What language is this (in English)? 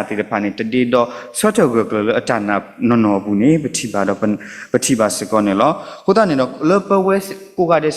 S'gaw Karen